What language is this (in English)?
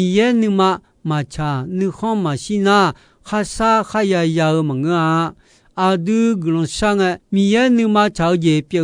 Akha